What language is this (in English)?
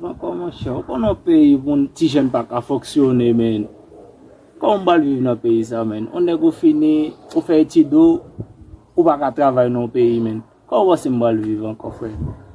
Haitian Creole